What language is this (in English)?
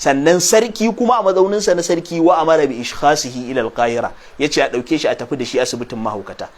Hausa